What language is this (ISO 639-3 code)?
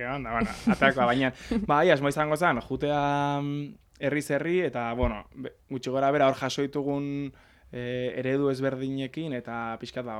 eus